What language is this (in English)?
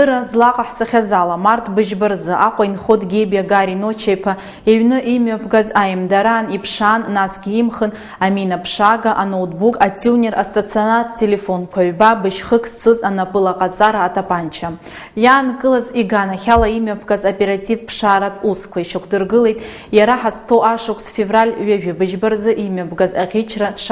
Abkhazian